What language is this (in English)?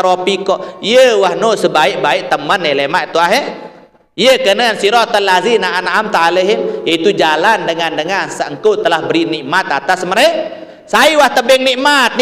Sasak